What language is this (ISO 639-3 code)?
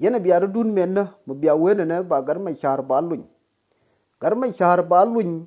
nus